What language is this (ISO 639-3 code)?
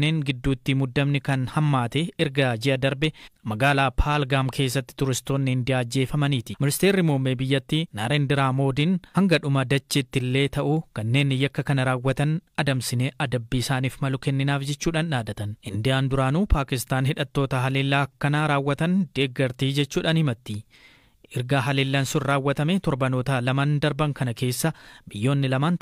orm